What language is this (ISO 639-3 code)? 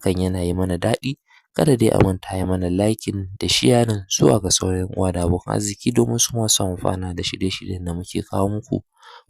hau